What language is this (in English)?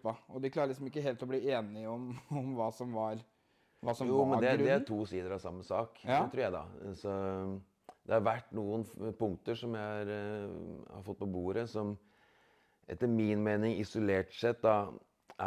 Norwegian